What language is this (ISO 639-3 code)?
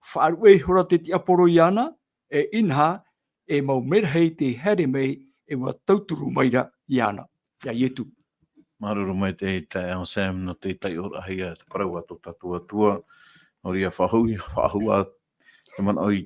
tah